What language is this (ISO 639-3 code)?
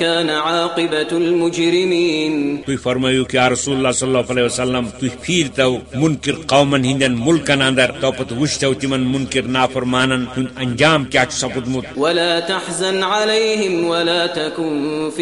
kas